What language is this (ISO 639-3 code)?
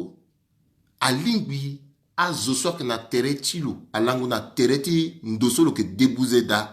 sag